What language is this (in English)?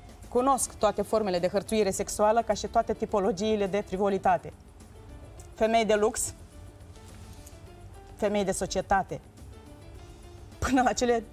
Romanian